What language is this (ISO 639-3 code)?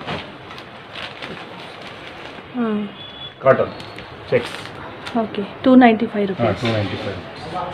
tel